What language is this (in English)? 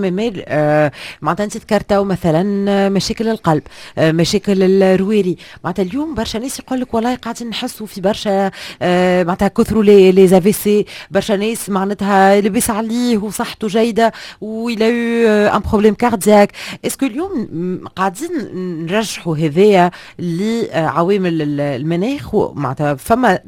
Tunisian Arabic